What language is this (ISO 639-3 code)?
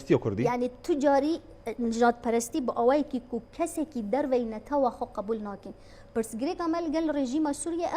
kur